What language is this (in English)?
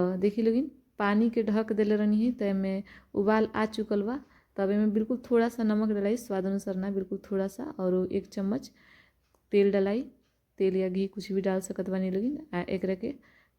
Bhojpuri